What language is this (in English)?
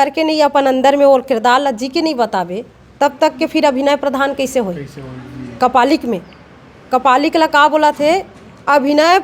Chhattisgarhi